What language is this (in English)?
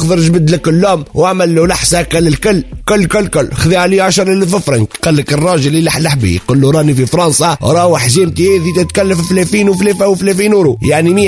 Tunisian Arabic